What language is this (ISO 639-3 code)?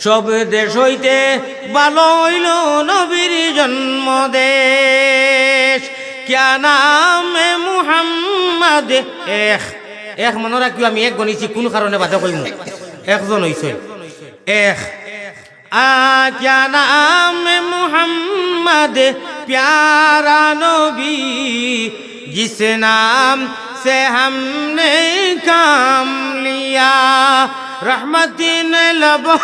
syl